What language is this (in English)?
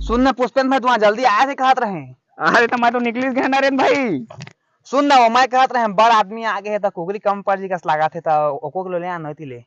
Chhattisgarhi